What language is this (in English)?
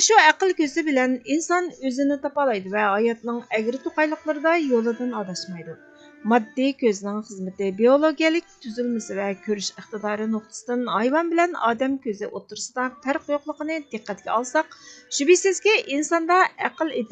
Uyghur